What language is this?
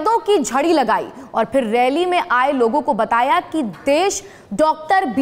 Hindi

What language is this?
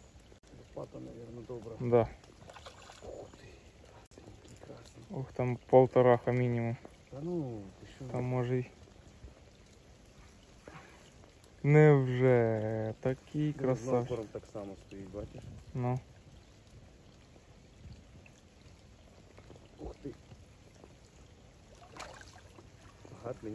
Ukrainian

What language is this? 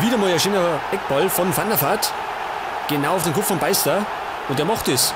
Bavarian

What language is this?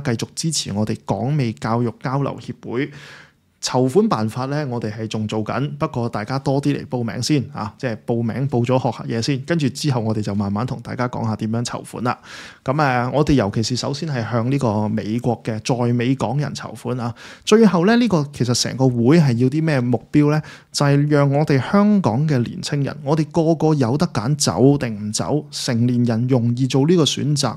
Cantonese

